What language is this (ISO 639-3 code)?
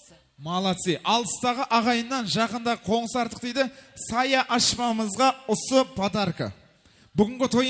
kaa